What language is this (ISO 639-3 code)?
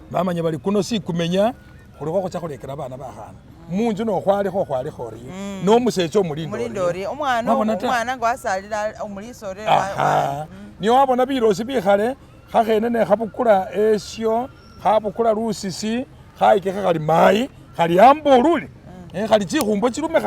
myx